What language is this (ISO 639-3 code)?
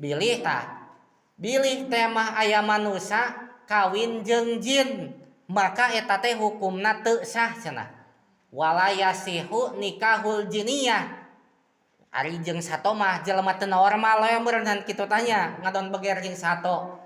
sun